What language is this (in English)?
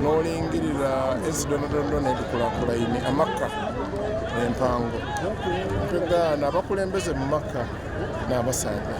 Soga